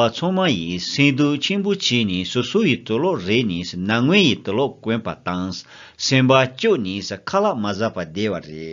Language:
Tibetan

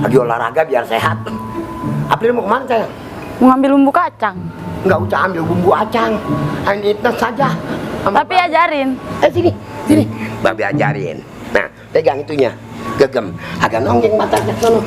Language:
Betawi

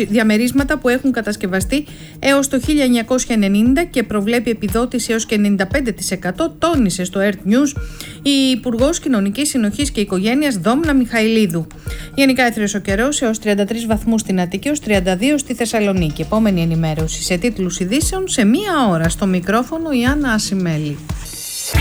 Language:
Greek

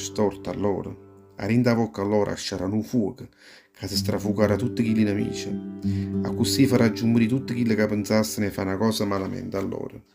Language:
Neapolitan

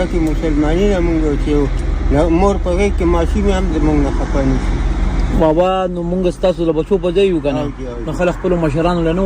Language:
Pashto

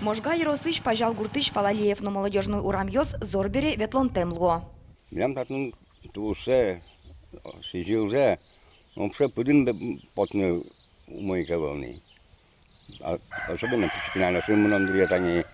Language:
Udmurt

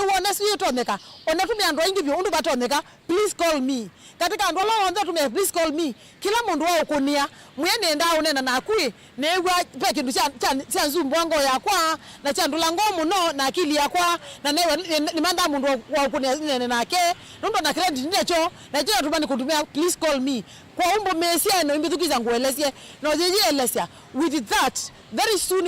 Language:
Kamba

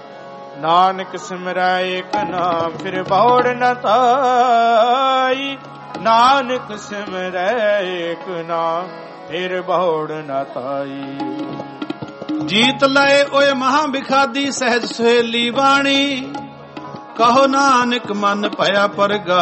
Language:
Punjabi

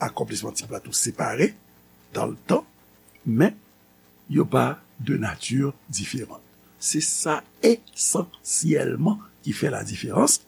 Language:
Haitian Creole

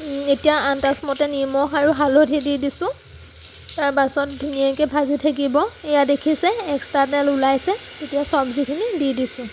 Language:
Assamese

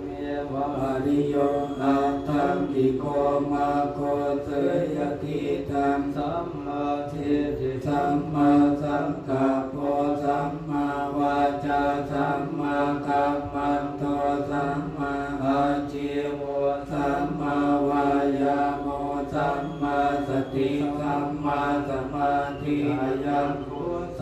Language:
Pali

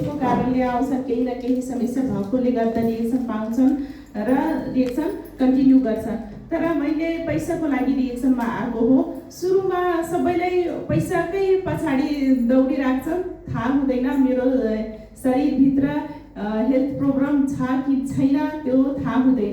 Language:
Nepali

